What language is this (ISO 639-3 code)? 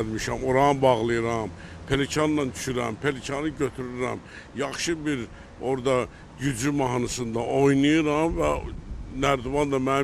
aze